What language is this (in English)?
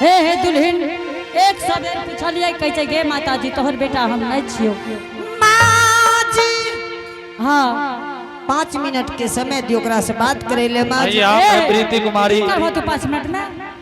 Angika